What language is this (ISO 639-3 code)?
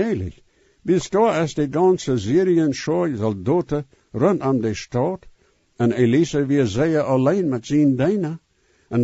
pdt